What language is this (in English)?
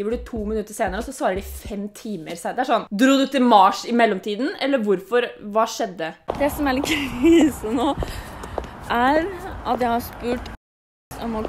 Norwegian